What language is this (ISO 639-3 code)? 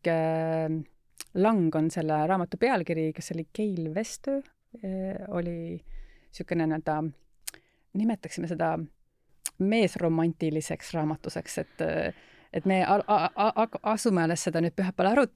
est